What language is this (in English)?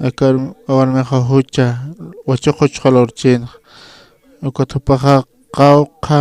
Aymara